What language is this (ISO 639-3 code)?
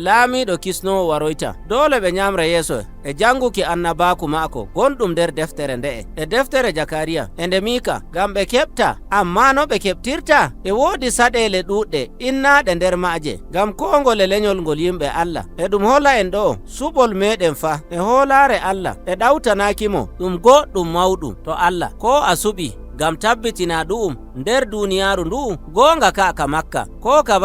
fuv